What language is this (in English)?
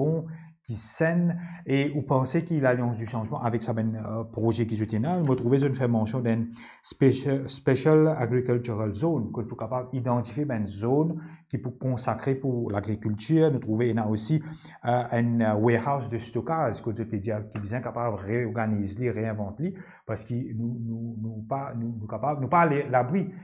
Morisyen